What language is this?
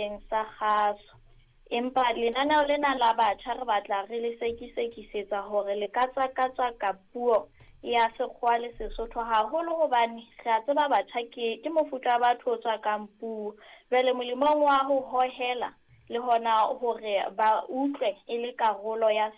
Southern Sotho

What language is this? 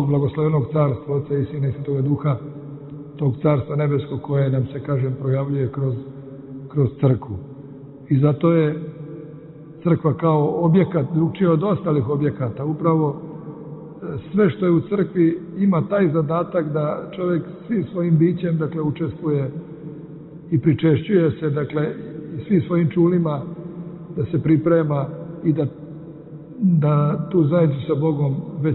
Serbian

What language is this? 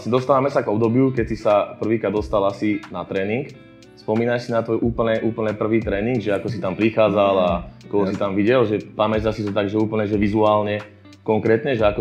Slovak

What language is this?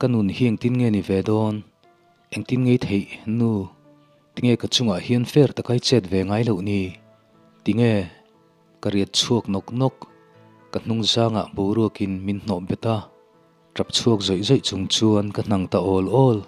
Mizo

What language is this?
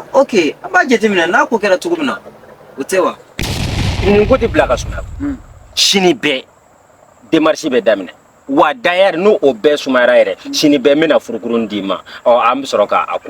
Bambara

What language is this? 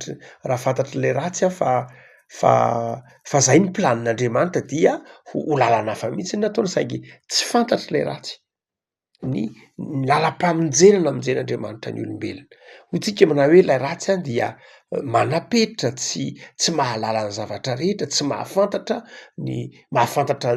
Malagasy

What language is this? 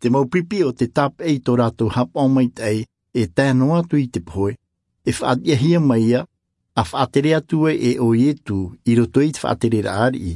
Tahitian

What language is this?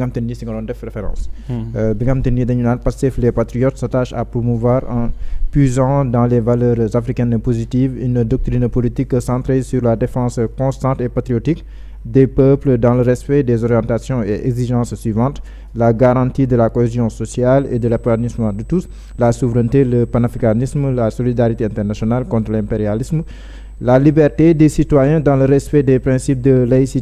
Wolof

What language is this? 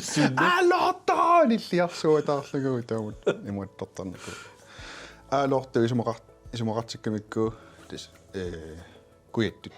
Kalaallisut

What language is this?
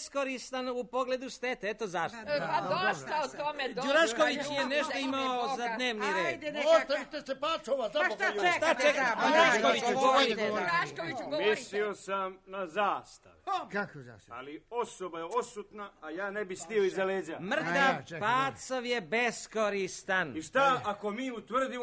Serbian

